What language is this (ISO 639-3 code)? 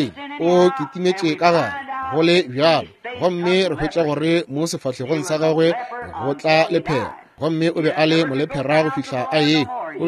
nso